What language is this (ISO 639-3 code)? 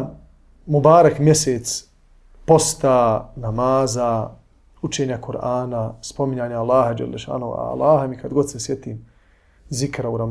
bos